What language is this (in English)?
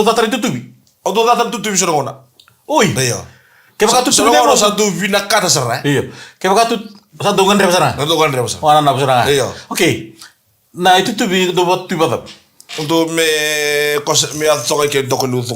Fijian